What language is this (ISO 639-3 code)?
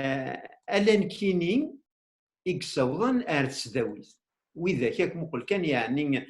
kab